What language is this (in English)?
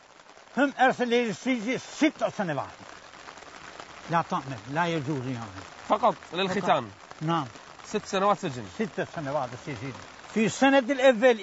Arabic